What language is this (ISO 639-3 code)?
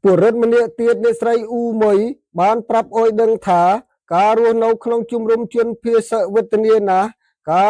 khm